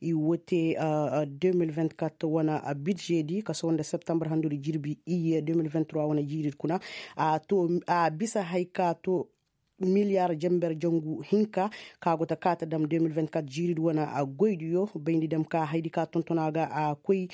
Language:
Koyraboro Senni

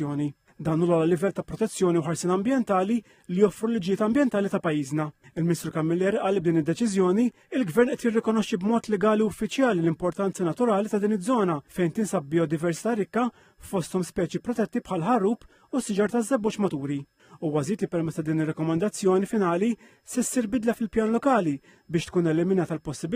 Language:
Maltese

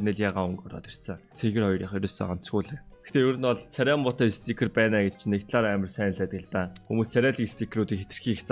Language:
Mongolian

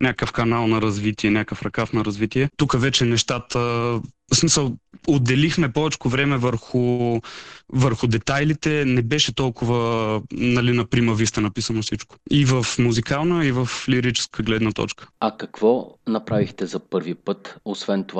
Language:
Bulgarian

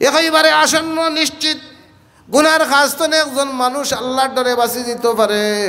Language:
Sylheti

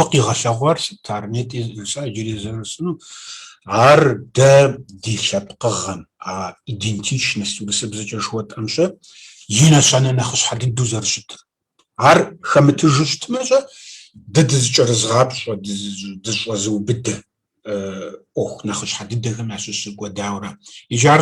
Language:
Kabardian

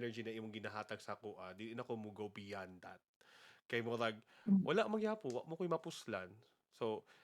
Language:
Cebuano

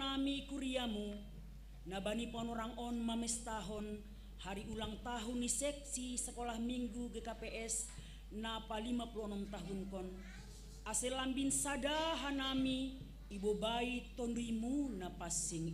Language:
Batak Simalungun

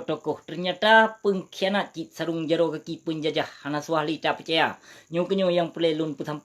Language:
Achinese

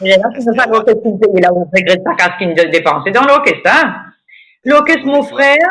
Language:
Morisyen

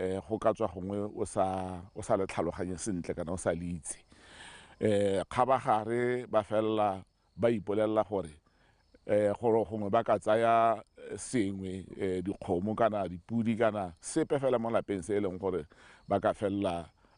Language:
Tswana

